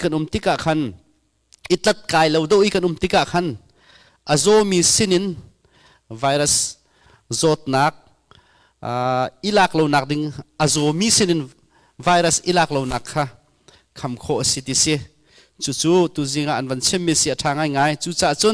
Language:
Hakha Chin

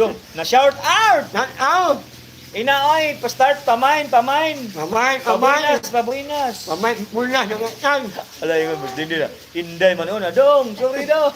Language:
Cebuano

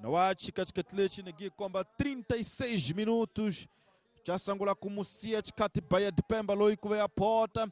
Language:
Tsonga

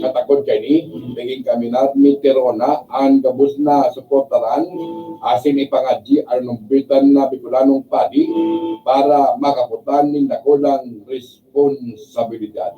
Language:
Bikol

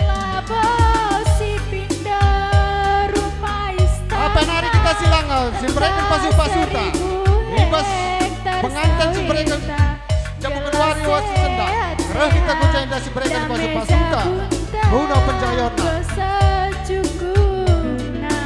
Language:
Batak Karo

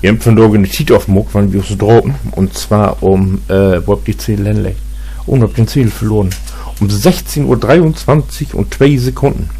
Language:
Low German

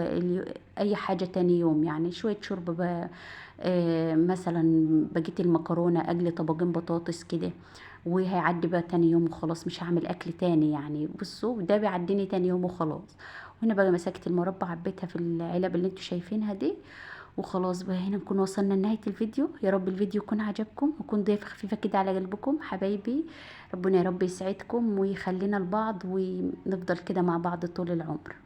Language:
Egyptian Arabic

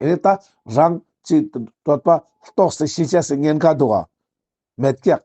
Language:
Ladakhi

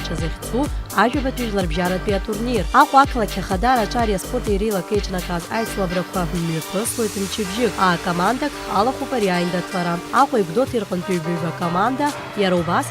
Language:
Abkhazian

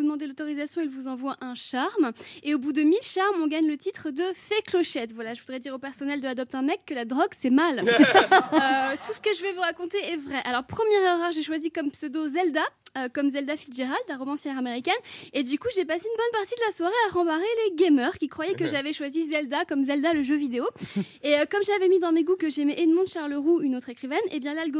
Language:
French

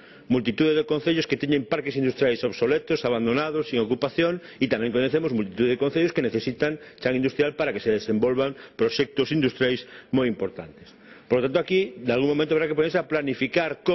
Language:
Galician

